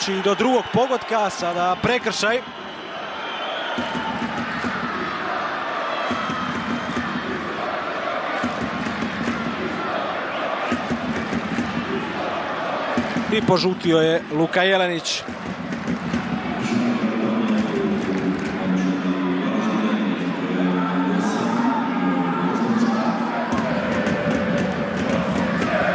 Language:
Croatian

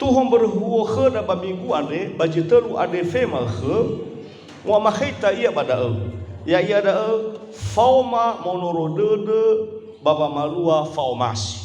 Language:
Nias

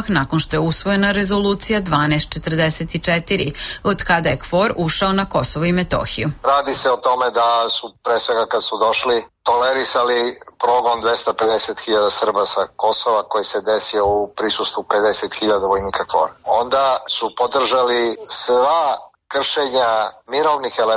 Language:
Serbian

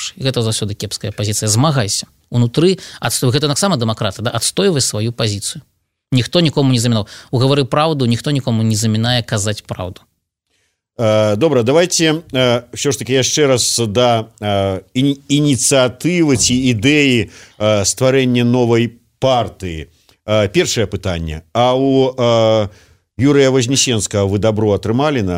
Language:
Belarusian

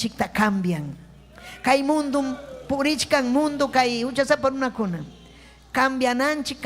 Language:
Ayacucho Quechua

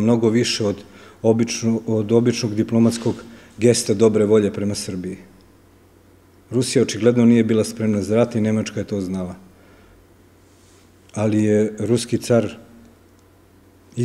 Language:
Serbian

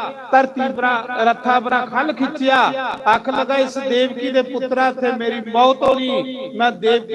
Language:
Dogri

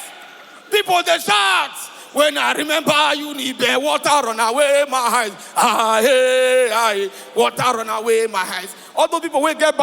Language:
Nigerian Pidgin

